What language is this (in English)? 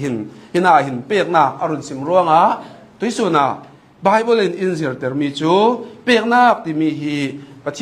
Hakha Chin